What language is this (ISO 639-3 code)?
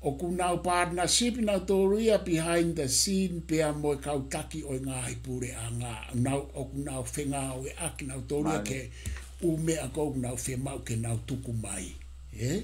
ton